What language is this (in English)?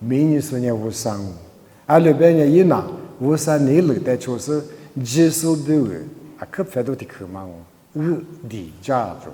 Lisu